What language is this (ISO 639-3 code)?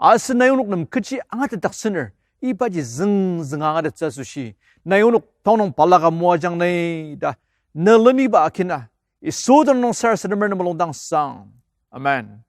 njo